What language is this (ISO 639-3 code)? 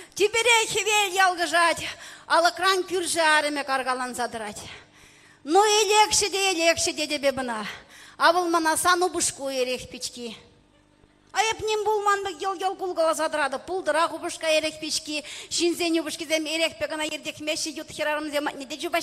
chv